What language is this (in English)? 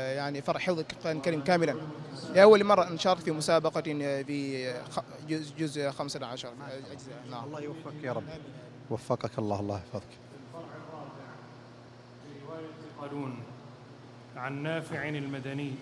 Najdi Arabic